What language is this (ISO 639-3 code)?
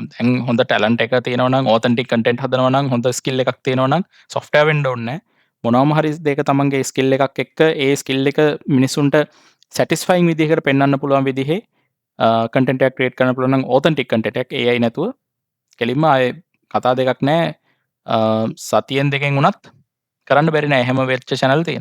sin